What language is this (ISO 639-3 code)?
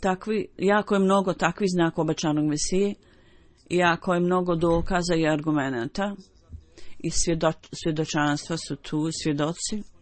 bos